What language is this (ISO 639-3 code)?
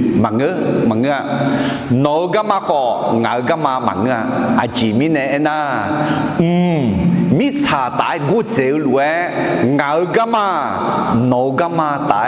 ahk